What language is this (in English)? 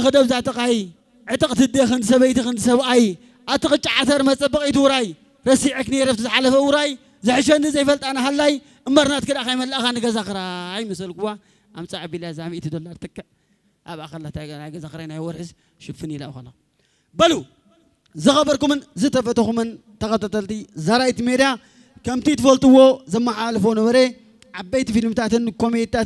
Tigrinya